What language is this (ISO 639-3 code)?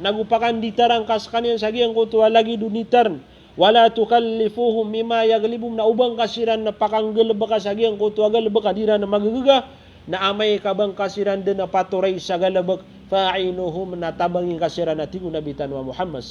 mrw